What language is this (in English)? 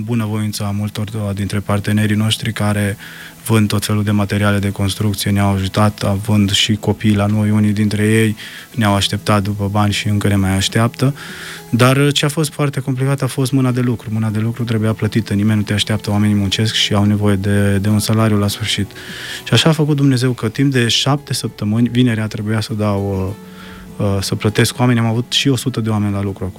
Romanian